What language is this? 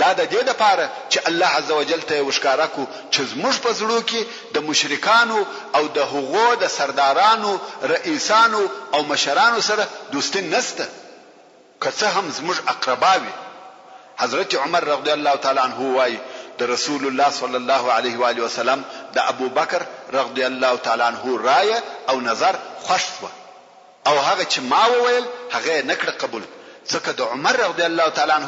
Pashto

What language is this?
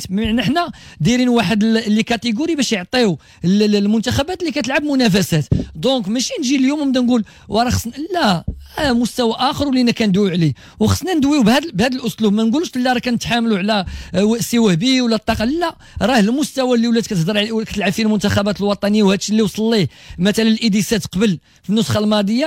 Moroccan Arabic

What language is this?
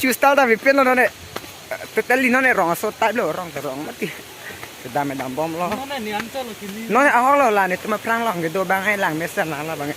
Karbi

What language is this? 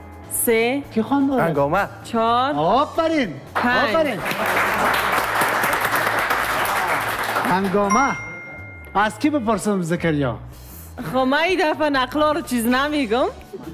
Persian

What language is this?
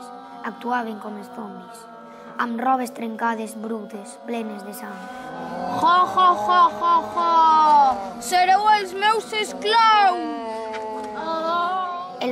Catalan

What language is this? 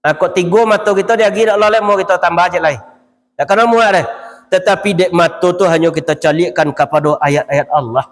Minangkabau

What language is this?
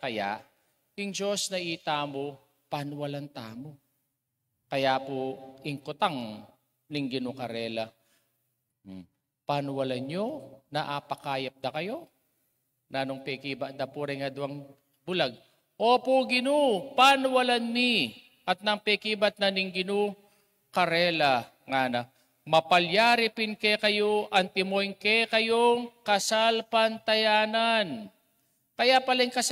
Pampanga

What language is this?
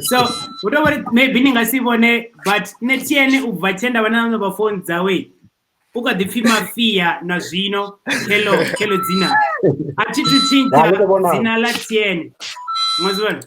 Venda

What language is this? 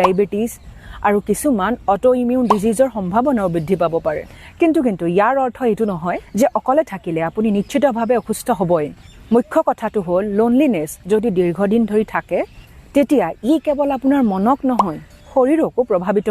Assamese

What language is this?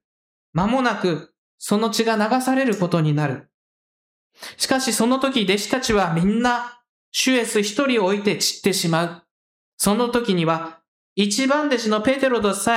Japanese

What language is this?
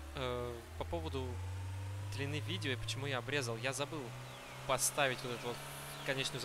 Russian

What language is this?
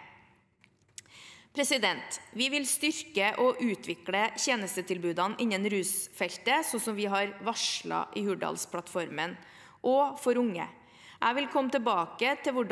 Norwegian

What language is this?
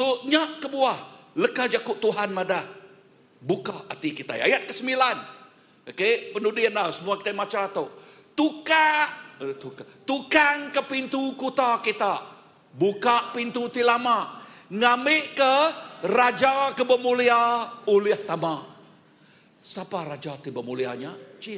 Iban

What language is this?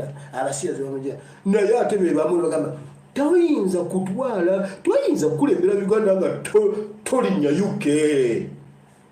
Ganda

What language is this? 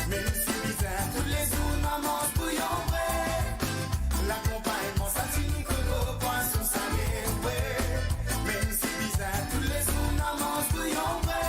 Morisyen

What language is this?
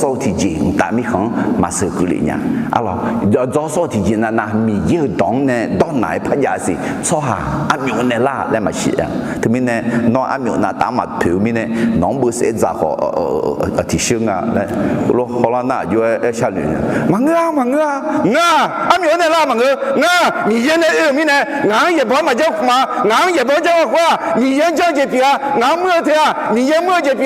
Akha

